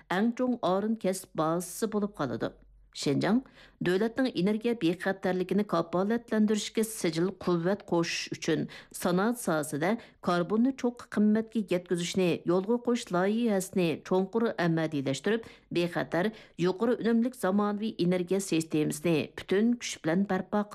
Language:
Uyghur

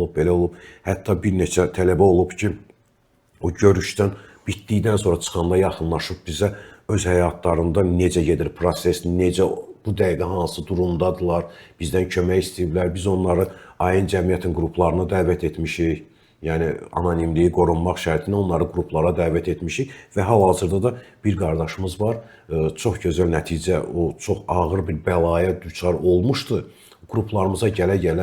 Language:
Azerbaijani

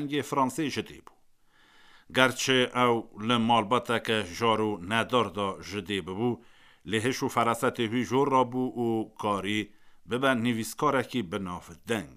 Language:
Kurdish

